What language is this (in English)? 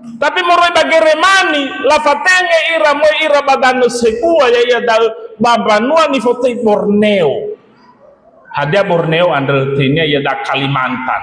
Nias